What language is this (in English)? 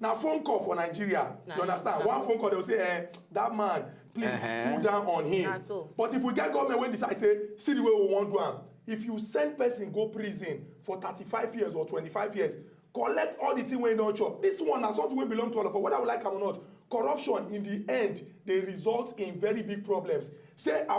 Nigerian Pidgin